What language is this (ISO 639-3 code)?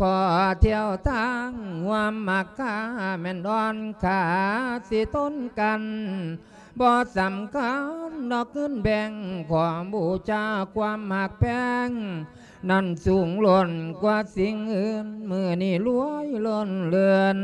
lao